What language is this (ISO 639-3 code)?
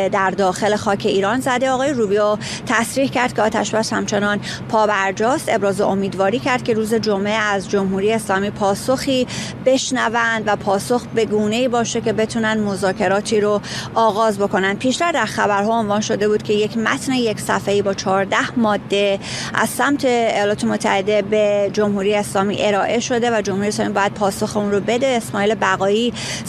fas